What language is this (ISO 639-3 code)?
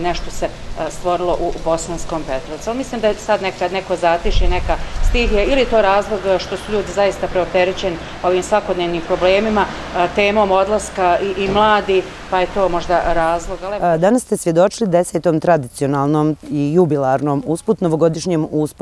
bos